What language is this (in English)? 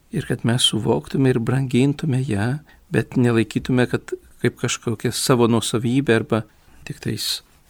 Lithuanian